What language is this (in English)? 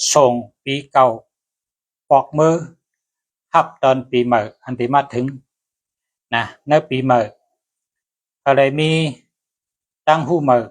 Shan